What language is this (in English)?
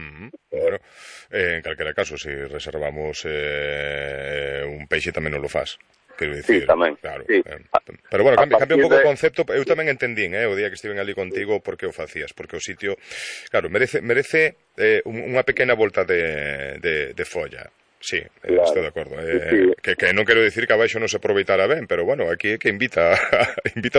Galician